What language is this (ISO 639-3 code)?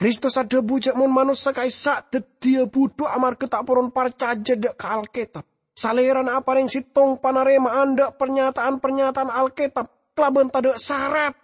mad